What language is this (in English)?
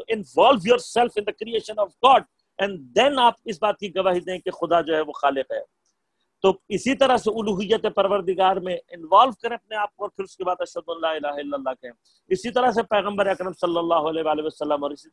Urdu